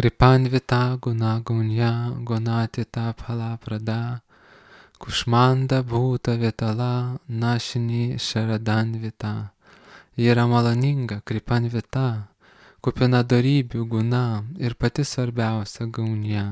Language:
Lithuanian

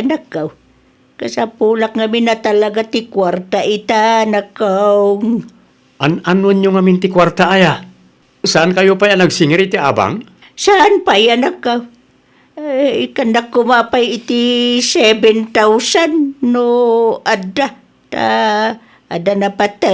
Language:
Iloko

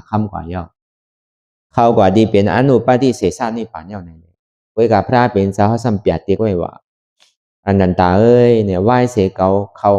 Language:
Shan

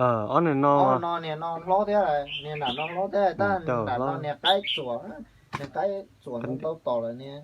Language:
Hmong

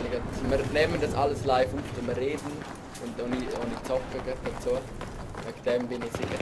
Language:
Swiss German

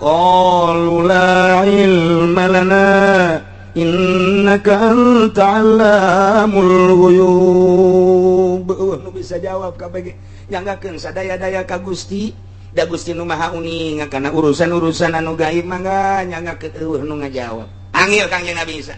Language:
Sundanese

